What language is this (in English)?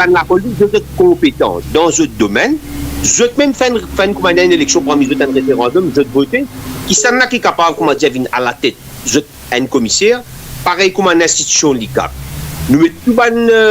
Morisyen